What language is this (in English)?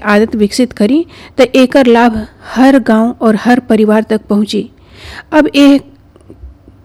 Bhojpuri